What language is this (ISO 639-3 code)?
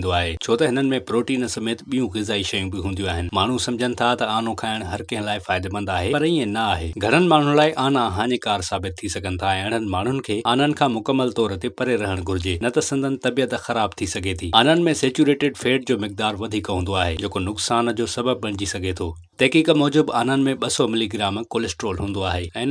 snd